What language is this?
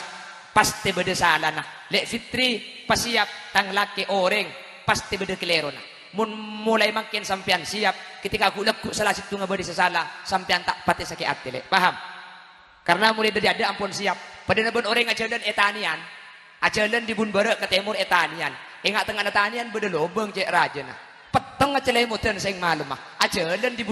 Madurese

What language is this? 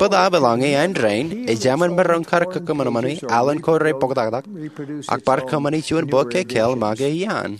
Marshallese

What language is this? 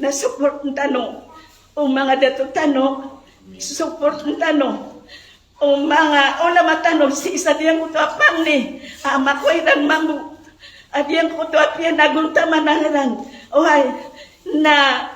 Maranao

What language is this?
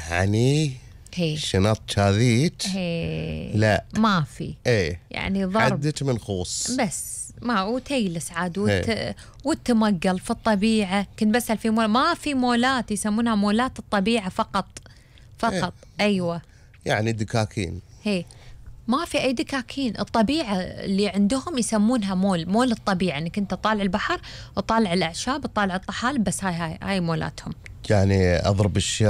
Gulf Arabic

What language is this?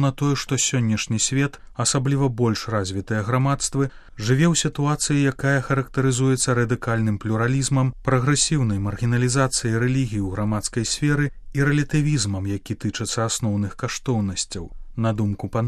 Belarusian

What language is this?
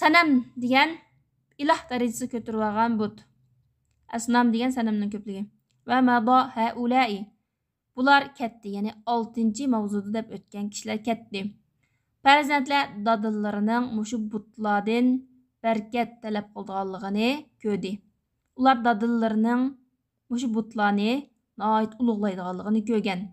Uyghur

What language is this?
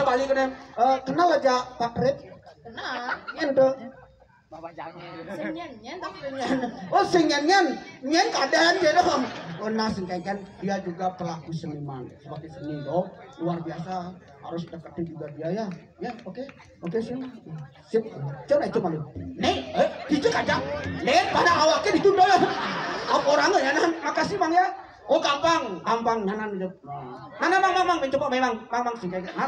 Balinese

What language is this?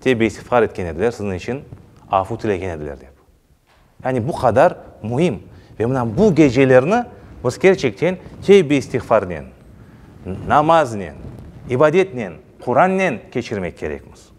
Crimean Tatar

